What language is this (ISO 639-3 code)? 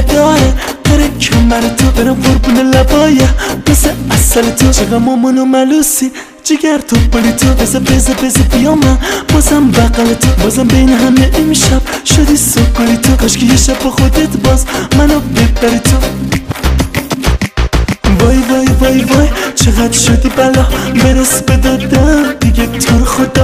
fas